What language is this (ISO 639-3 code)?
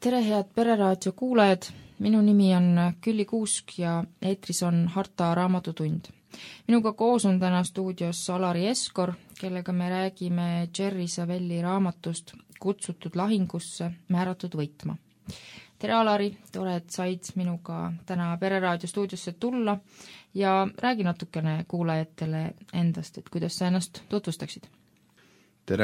est